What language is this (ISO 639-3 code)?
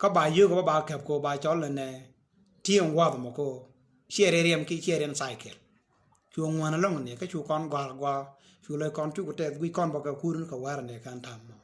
nus